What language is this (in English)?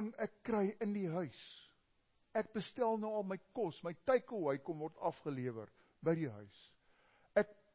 Afrikaans